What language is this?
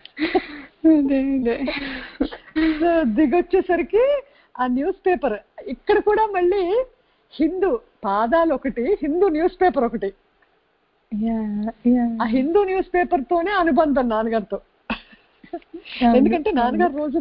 Telugu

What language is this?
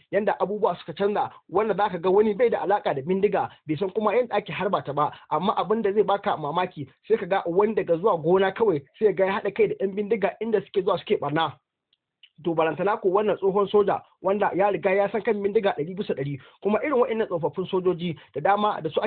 Hausa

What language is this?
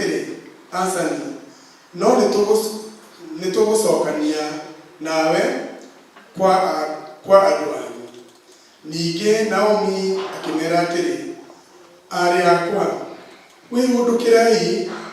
Kikuyu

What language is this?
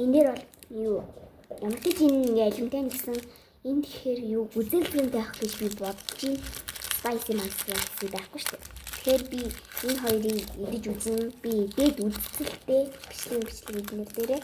Mongolian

